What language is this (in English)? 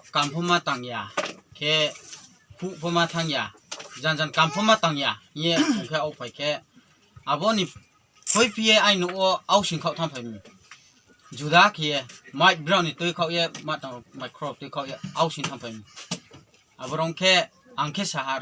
Riang (India)